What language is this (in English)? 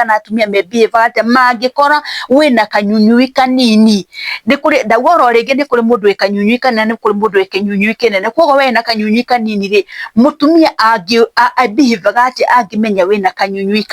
Kikuyu